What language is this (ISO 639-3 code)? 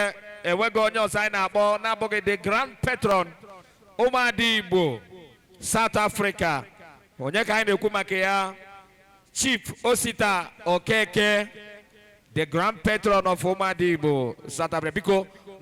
ibo